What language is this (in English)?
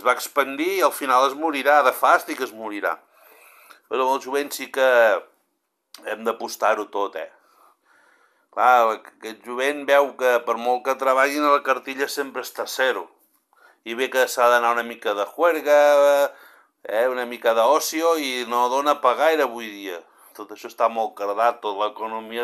Catalan